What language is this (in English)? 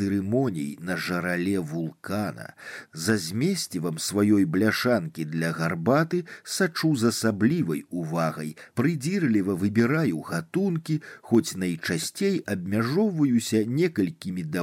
Belarusian